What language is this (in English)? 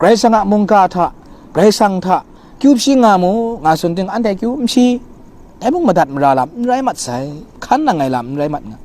Kachin